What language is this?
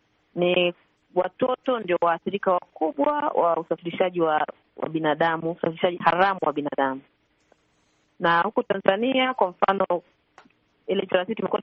Swahili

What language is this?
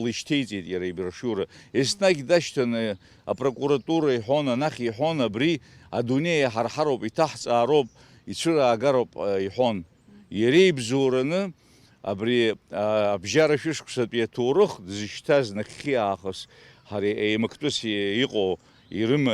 Abkhazian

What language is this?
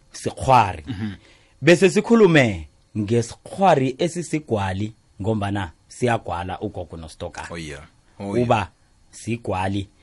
South Ndebele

